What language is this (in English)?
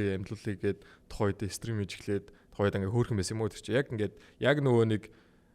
Mongolian